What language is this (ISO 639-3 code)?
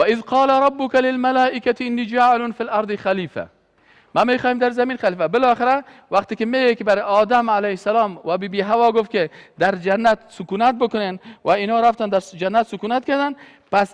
fas